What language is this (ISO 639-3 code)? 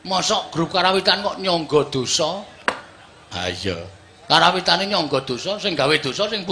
jav